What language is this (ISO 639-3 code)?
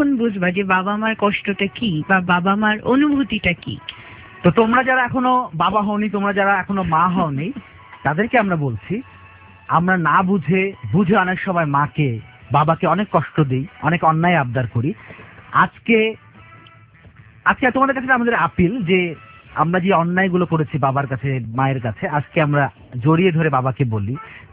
ben